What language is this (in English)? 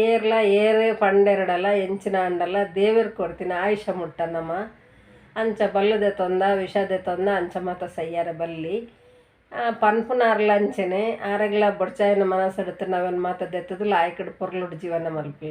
Tulu